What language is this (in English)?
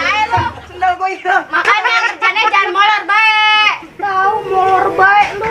Betawi